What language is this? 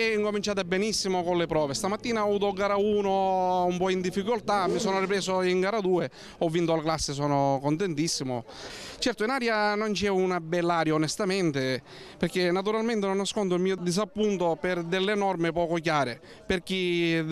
Italian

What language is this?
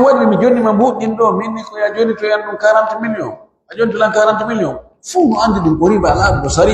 Pular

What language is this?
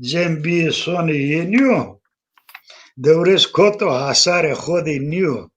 Zaza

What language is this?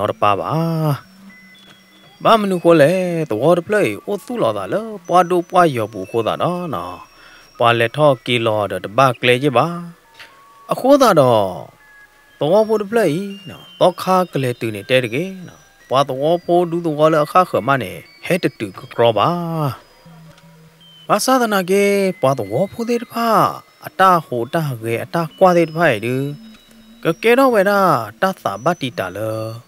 S'gaw Karen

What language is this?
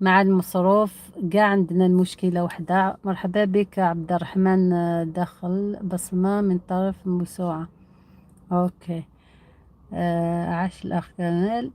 Algerian Arabic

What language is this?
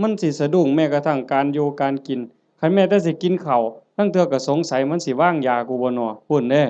Northeastern Thai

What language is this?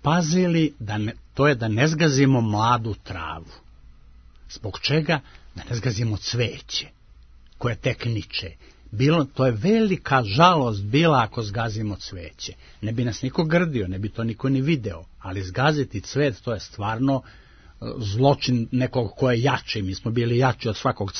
Serbian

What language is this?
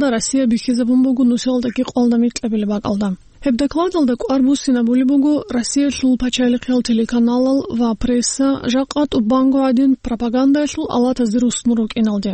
Avaric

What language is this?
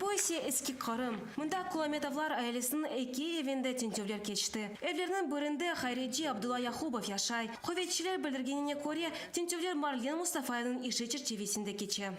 Crimean Tatar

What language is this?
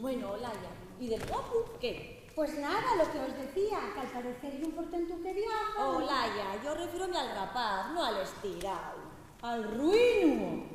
Asturian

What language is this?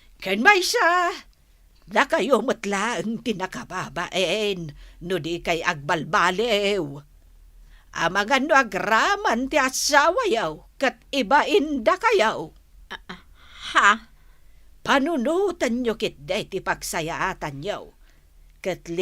Iloko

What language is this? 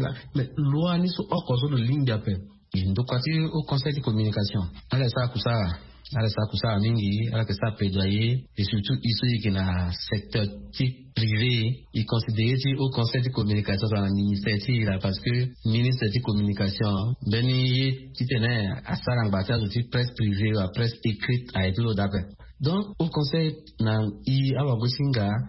Sango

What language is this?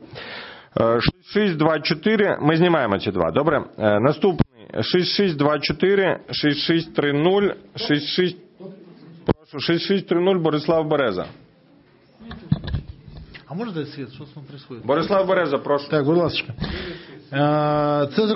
Ukrainian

